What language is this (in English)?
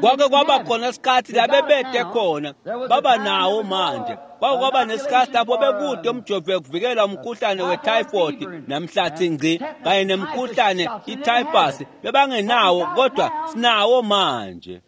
Swati